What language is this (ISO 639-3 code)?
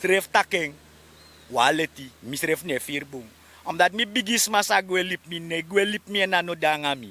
srn